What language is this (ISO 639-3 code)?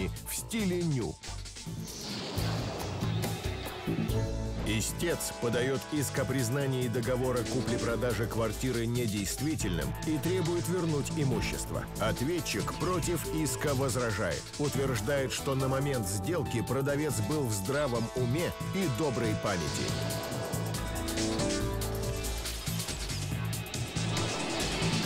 rus